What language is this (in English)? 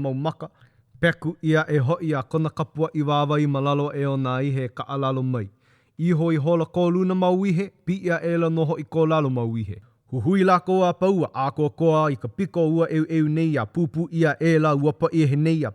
Hawaiian